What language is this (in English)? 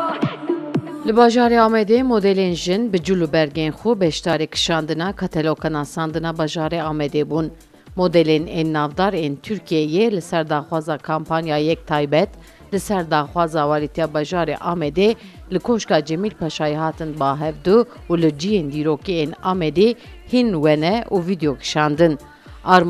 Kurdish